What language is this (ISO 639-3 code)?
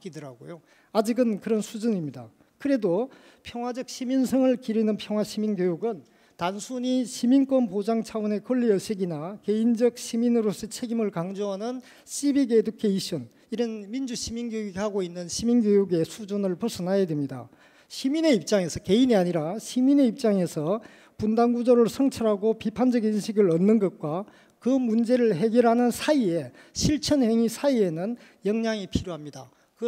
kor